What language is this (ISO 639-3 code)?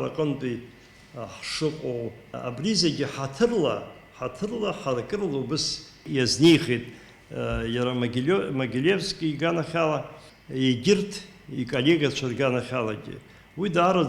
abk